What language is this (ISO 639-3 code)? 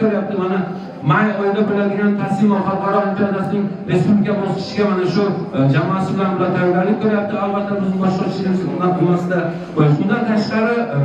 uzb